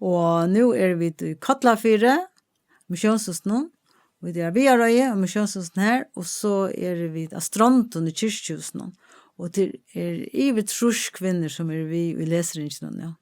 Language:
Faroese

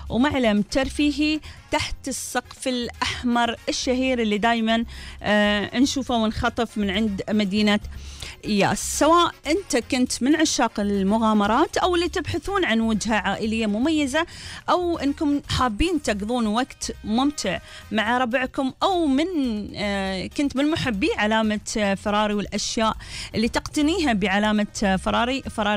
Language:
Gulf Arabic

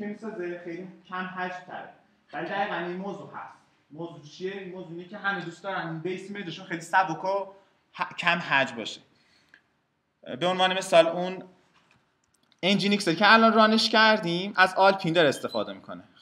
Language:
Persian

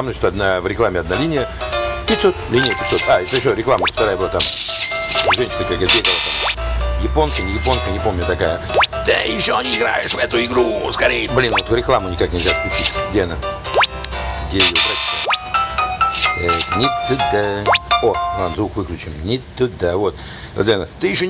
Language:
Russian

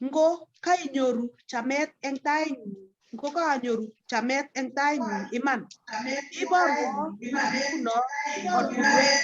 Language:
Kalenjin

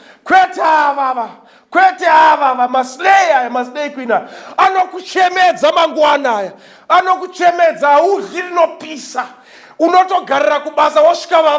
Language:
Shona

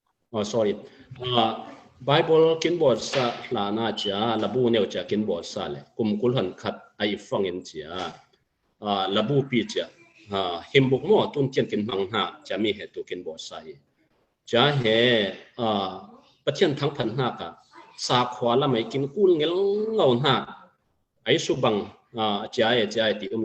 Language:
Falam Chin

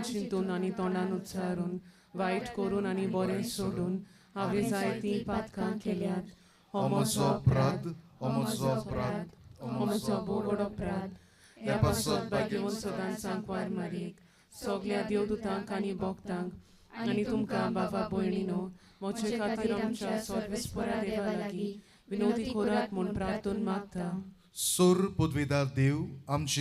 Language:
Konkani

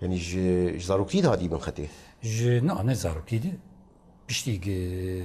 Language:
Kurdish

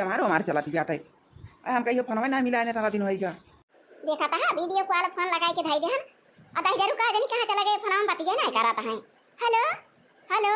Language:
Awadhi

